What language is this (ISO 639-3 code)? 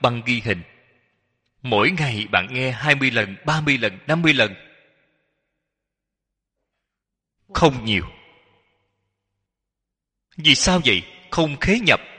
vie